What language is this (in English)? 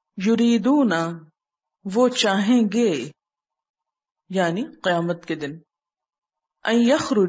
Urdu